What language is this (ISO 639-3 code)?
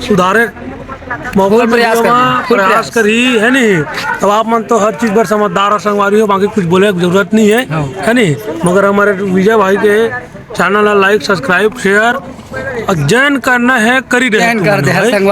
hne